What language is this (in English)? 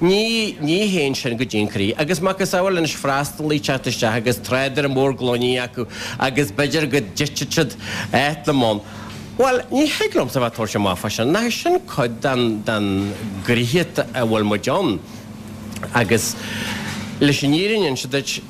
Irish